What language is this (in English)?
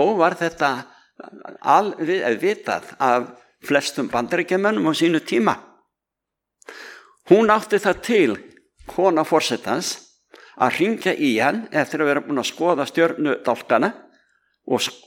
Icelandic